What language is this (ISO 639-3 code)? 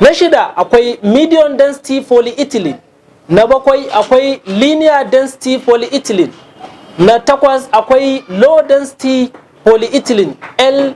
hau